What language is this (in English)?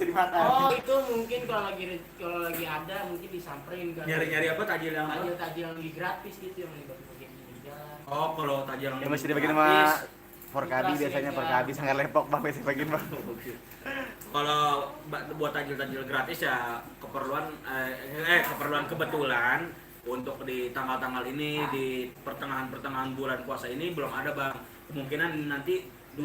Betawi